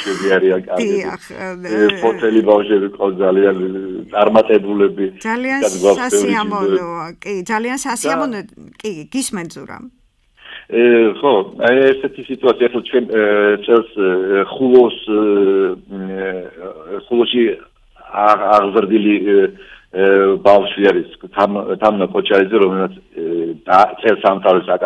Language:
Georgian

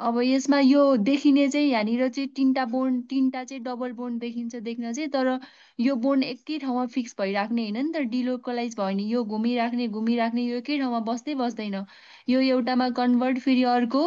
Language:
Nepali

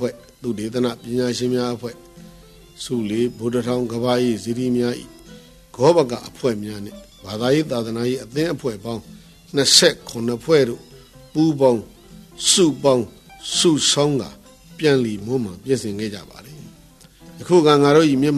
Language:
Burmese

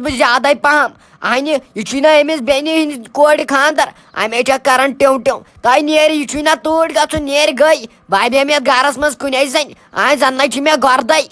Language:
Kashmiri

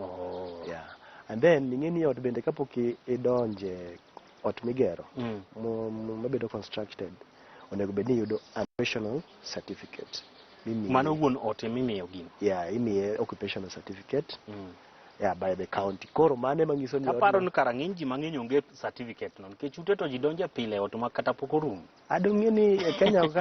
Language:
Luo (Kenya and Tanzania)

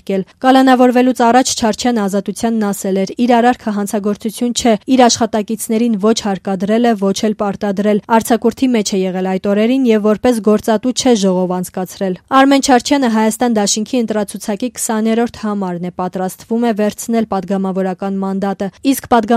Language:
Armenian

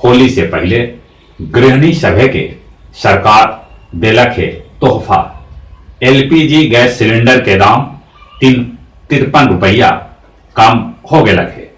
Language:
Magahi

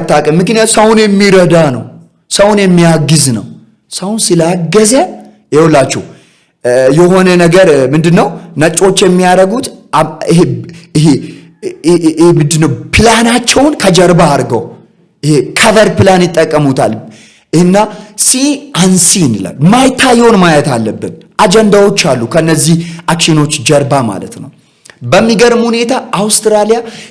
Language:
Amharic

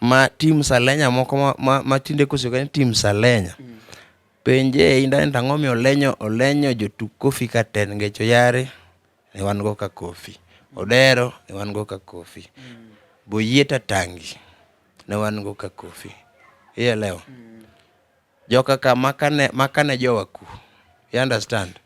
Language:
Luo (Kenya and Tanzania)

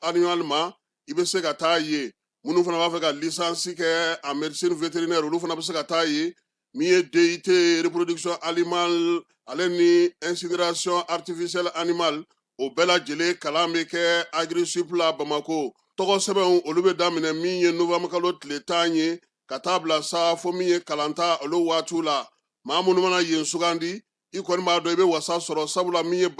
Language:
Bambara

